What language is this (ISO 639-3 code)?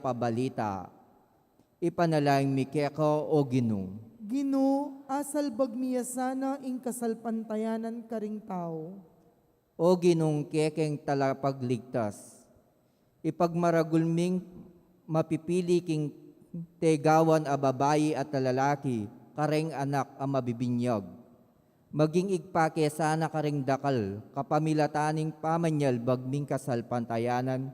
pam